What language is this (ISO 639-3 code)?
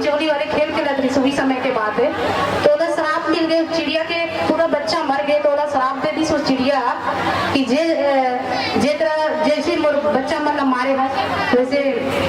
hne